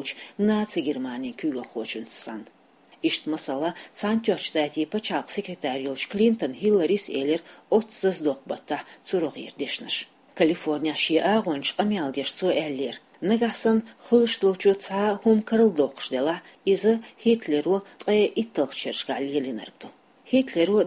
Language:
Chechen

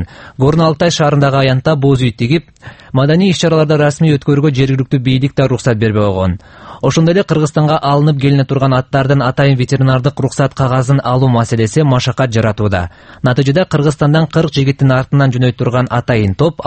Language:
Kyrgyz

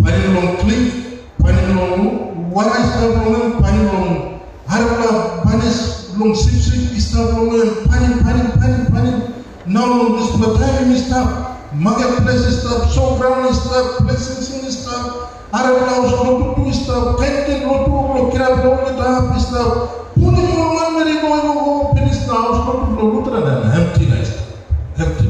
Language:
Tok Pisin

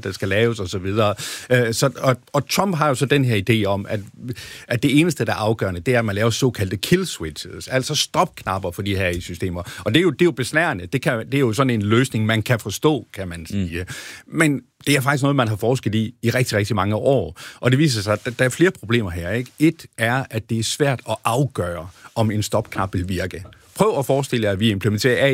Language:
Danish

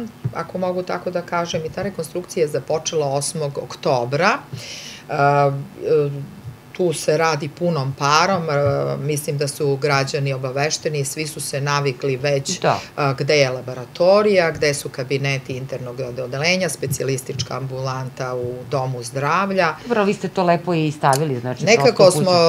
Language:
Serbian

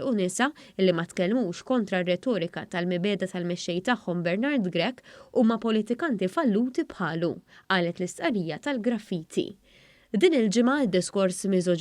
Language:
Maltese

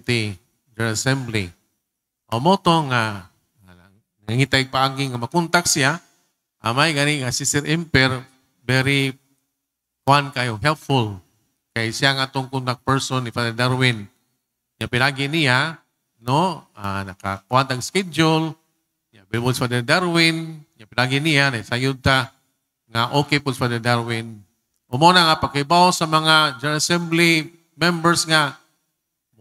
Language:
Filipino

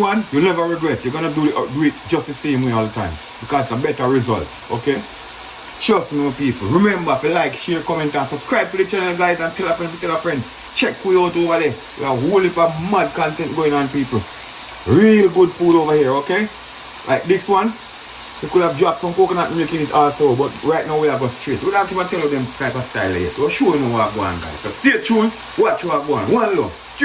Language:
Jamaican Creole English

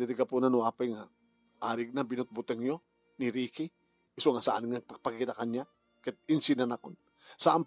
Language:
Iloko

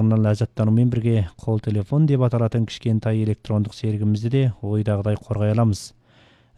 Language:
Kazakh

